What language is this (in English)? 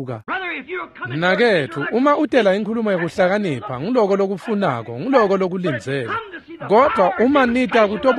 Swati